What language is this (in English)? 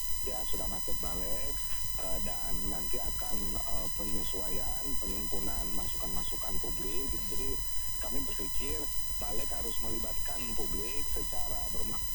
Indonesian